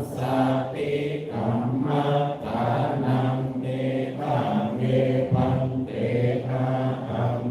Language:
Pali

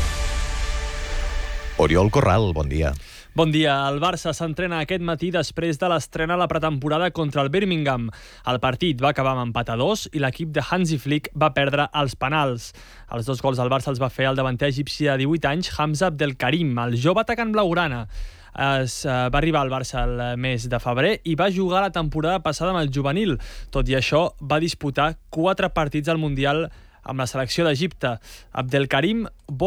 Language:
Catalan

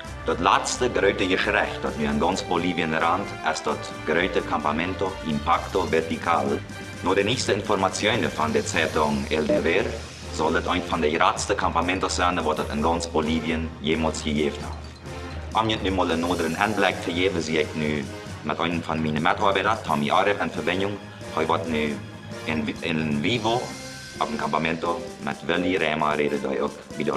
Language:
Plautdietsch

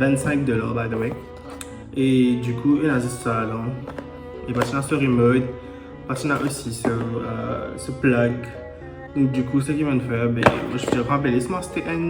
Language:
Morisyen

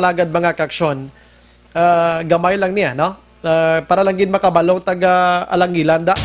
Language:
Hiligaynon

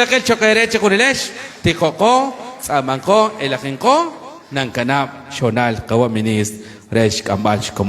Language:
Kekchí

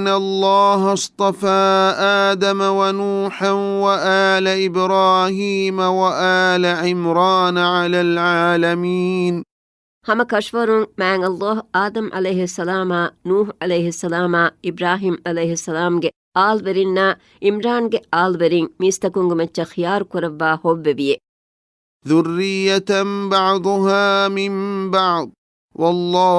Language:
Divehi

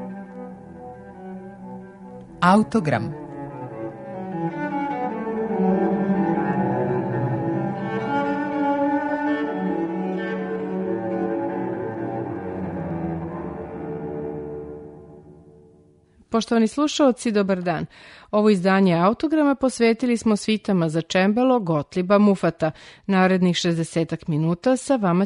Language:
Serbian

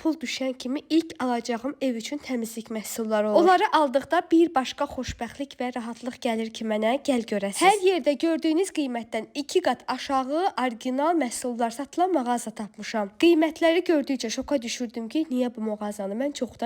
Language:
Azerbaijani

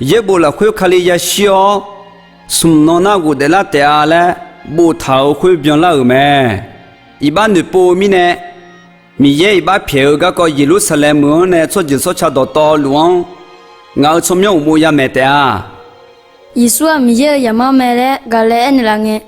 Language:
Akha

